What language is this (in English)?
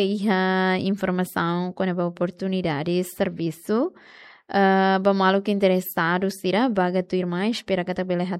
Tetum